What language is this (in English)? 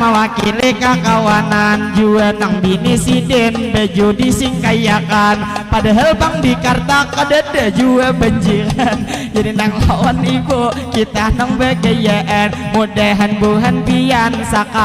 Banjar